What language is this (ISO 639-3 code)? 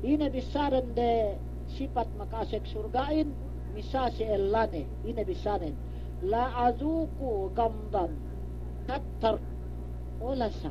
yka